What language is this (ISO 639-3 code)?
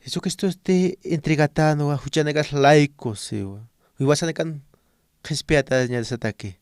aym